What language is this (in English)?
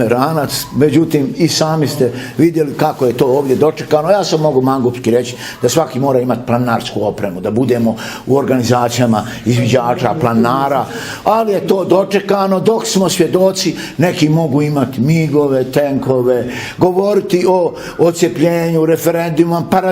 Bosnian